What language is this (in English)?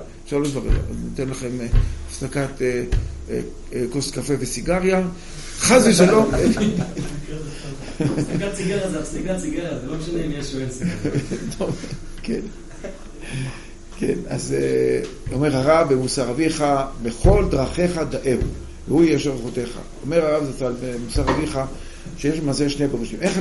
Hebrew